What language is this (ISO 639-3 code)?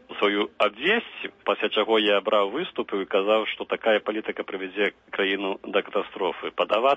bel